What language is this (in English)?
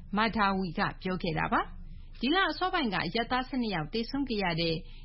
Burmese